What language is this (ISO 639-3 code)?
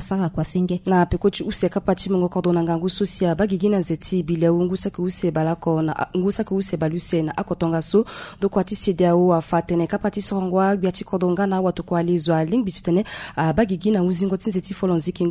sag